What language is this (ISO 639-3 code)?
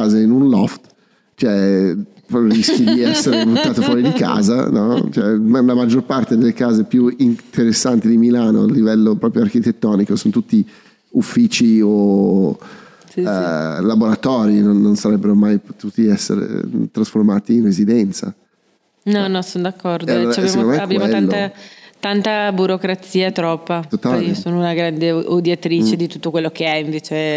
ita